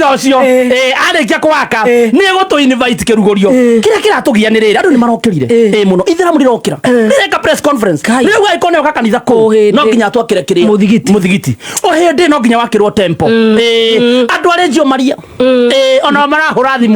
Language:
Kikuyu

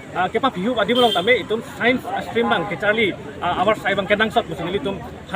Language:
Karbi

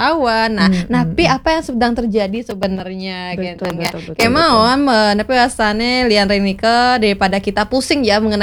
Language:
Balinese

